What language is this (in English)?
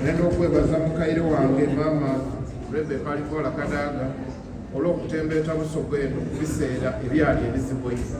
Soga